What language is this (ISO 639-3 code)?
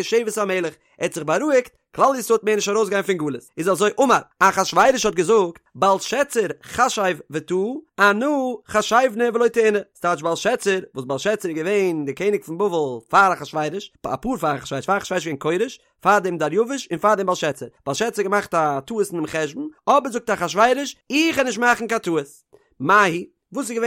yid